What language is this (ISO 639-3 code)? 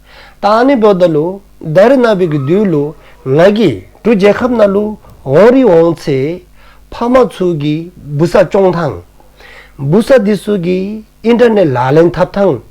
dzo